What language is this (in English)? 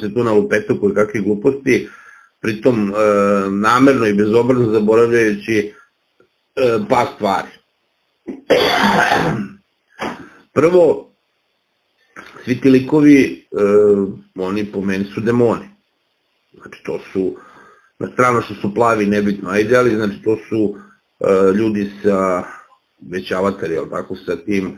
Serbian